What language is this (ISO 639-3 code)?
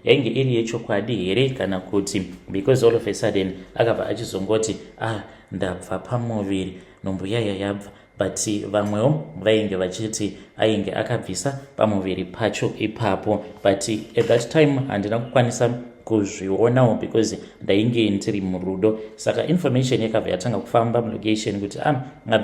sna